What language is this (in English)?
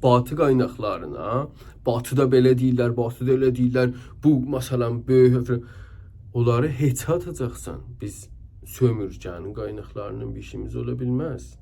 South Azerbaijani